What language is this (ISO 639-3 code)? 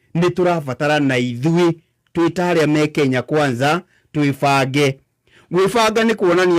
kik